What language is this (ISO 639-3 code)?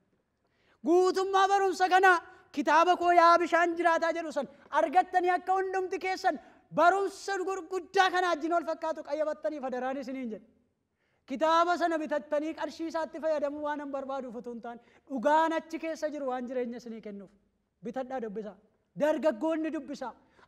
orm